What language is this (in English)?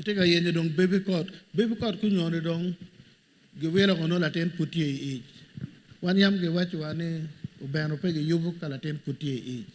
Acoli